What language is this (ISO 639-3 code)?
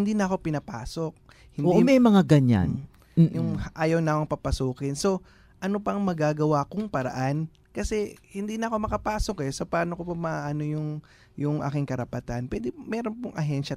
fil